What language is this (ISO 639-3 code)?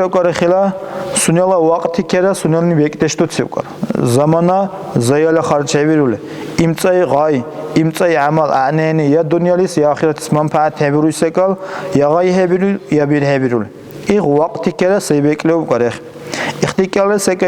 dar